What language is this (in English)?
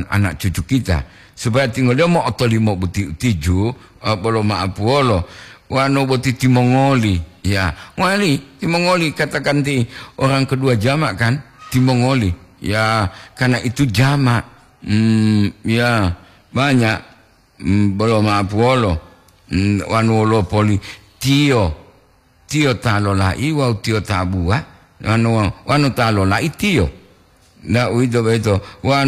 Gorontalo